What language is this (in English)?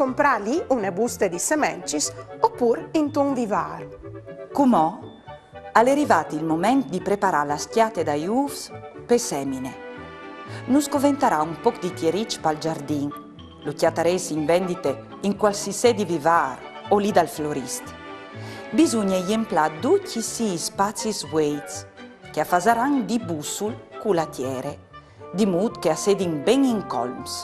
Friulian